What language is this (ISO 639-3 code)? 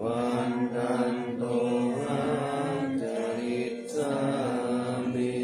pli